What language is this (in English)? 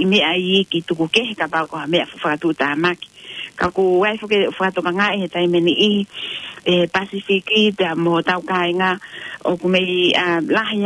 Tongan